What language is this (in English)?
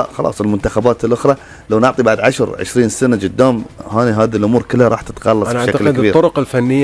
Gulf Arabic